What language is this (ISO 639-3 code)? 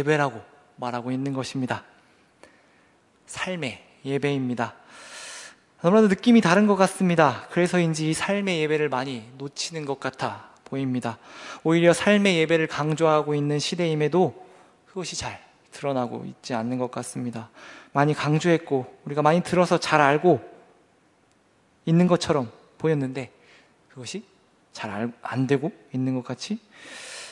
kor